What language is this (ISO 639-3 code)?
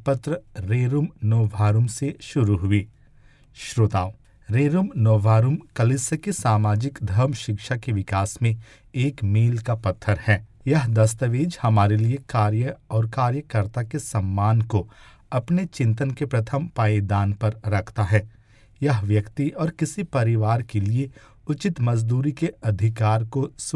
hin